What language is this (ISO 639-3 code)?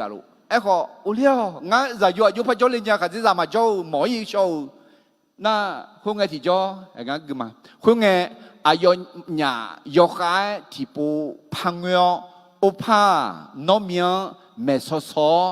ahk